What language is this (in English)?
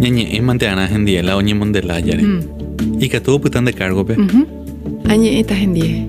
Guarani